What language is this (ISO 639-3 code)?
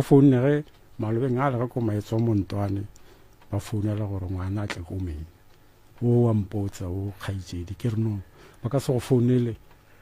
nso